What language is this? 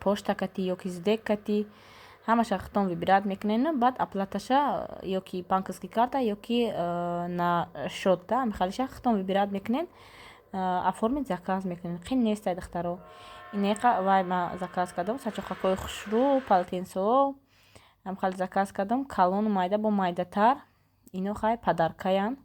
Tajik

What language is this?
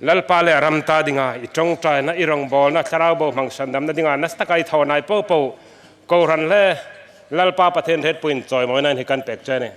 Hmar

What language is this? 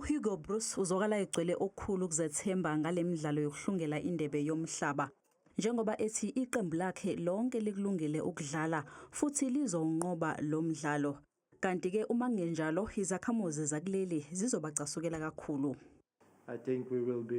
Zulu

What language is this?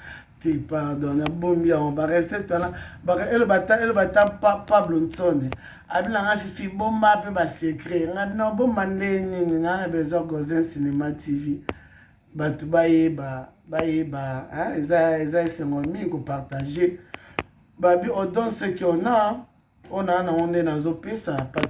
Lingala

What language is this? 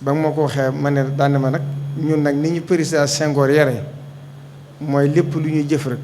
Wolof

